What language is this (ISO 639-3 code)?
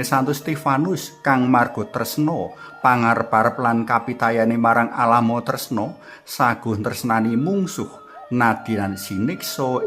jav